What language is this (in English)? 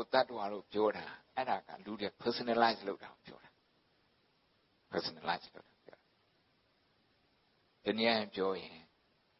Burmese